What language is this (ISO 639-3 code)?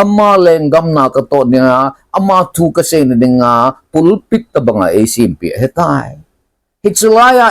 tcz